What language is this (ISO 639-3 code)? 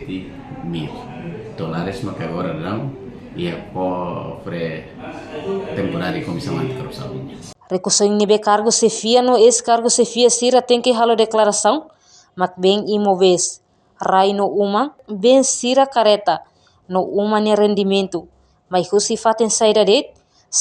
tet